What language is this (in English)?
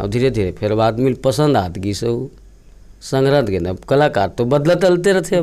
Chhattisgarhi